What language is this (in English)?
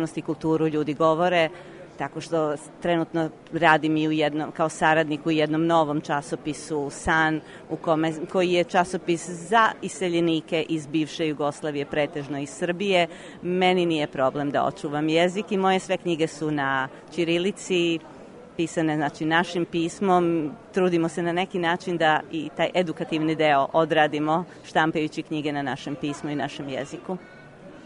Serbian